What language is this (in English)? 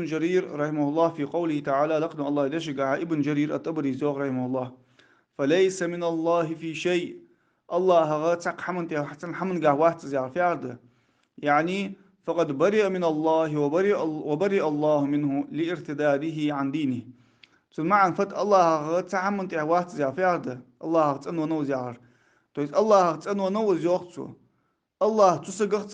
Ingush